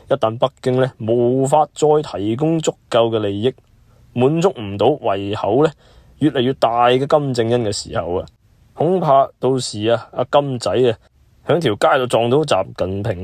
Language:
Cantonese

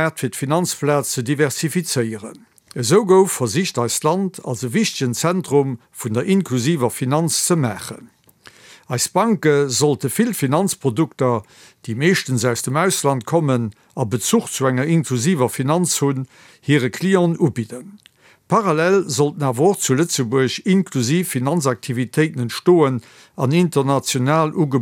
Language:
Luxembourgish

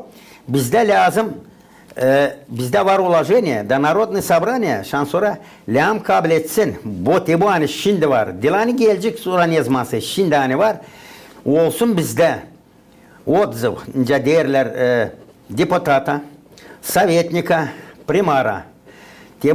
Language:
Gagauz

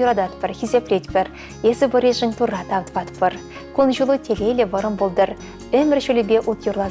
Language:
Chuvash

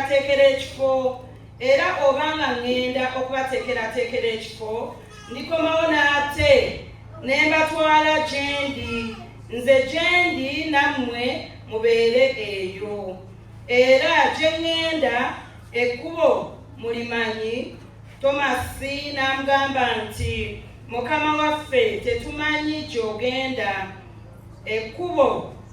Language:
Ganda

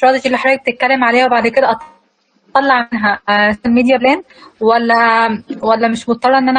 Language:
Egyptian Arabic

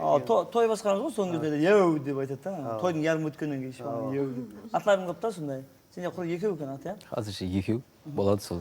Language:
Kara-Kalpak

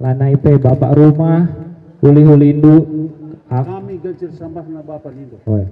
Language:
Batak Karo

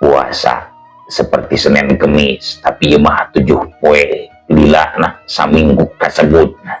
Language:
Sundanese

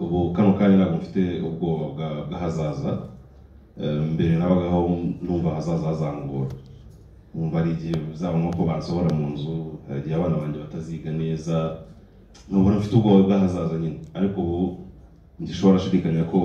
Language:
Kinyarwanda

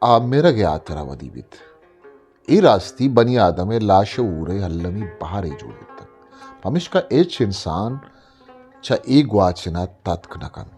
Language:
Eastern Balochi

